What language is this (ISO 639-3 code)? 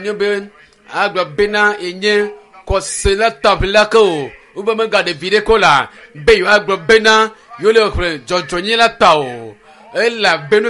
ewe